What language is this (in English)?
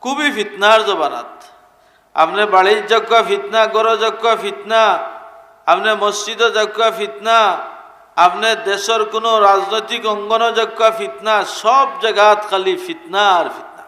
Sylheti